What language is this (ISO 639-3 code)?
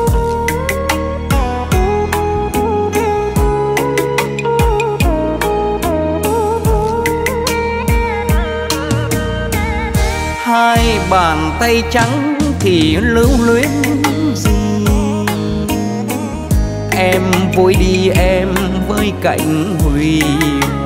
vie